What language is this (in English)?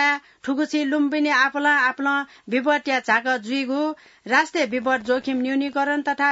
Newari